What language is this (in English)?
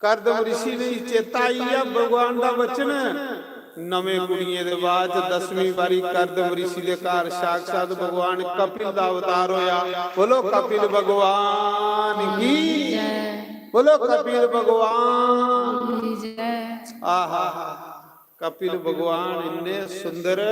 Dogri